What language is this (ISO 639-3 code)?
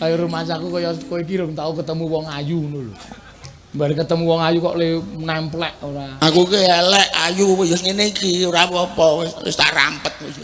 jav